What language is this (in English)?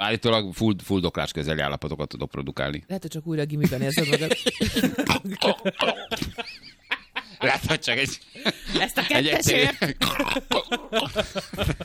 Hungarian